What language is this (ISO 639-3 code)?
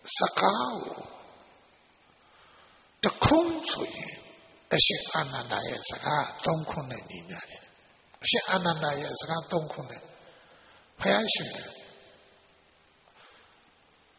mya